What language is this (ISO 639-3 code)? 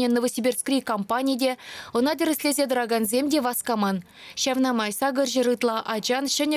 chv